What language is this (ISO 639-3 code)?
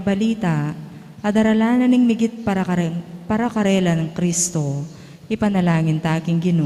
pam